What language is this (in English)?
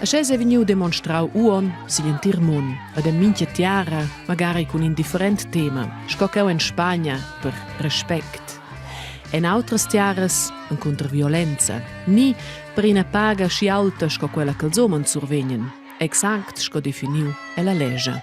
Romansh